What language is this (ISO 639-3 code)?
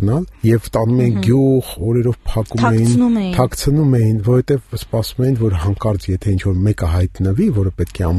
hye